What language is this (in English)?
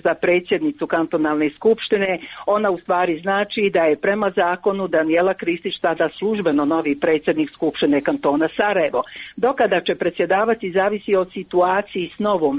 Croatian